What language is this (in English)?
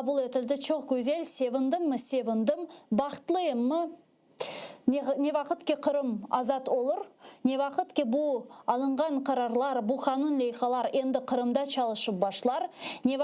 Crimean Tatar